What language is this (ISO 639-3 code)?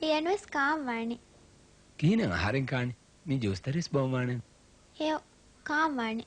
div